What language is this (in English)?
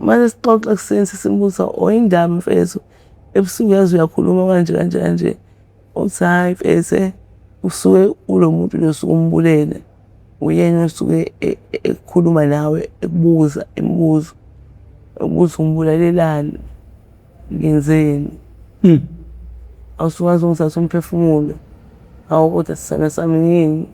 Zulu